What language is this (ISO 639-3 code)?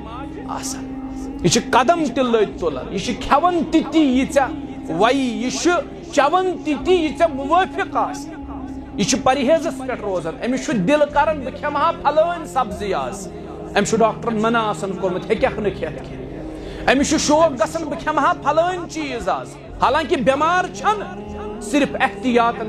kas